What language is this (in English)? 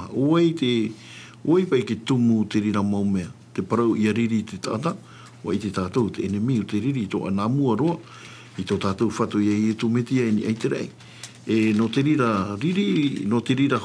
Tahitian